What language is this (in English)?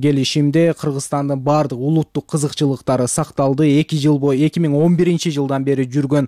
Kyrgyz